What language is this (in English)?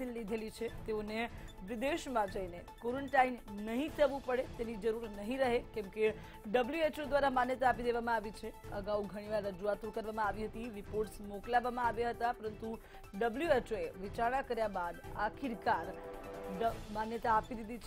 Gujarati